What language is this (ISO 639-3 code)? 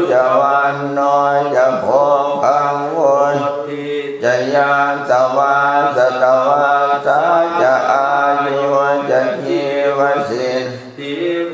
pli